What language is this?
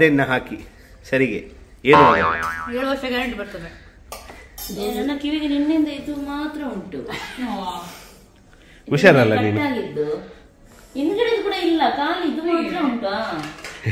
Kannada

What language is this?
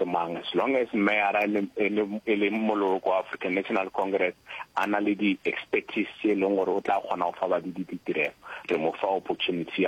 Northern Sotho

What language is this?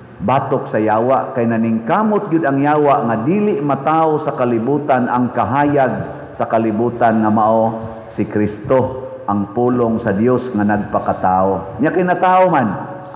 Cebuano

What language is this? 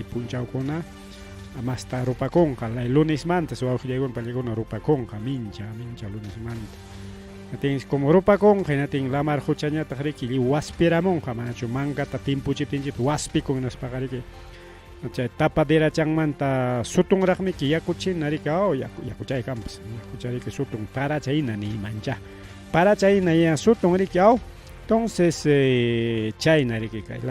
Ayacucho Quechua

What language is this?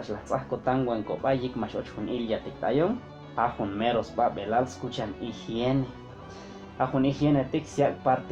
Chuj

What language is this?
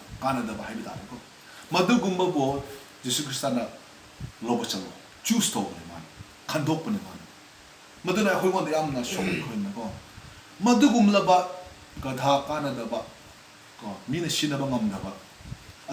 Manipuri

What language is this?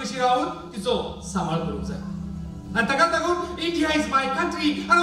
Konkani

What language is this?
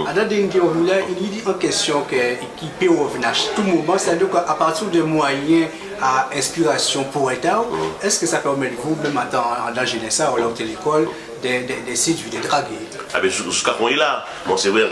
Guadeloupean Creole French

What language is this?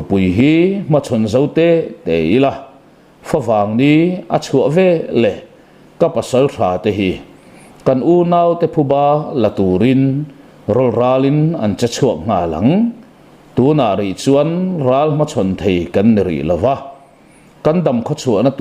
Mizo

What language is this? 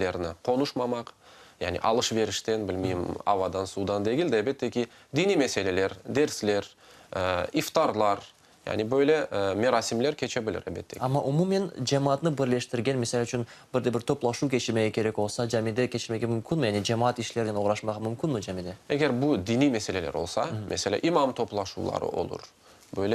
Crimean Tatar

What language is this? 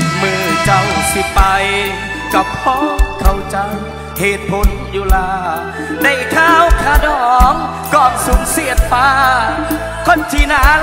Thai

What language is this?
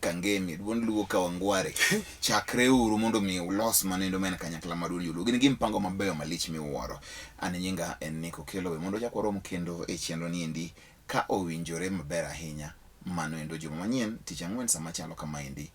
Luo (Kenya and Tanzania)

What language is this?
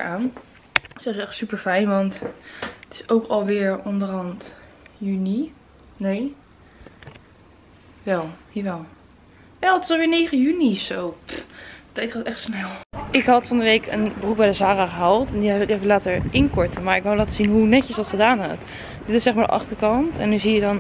Dutch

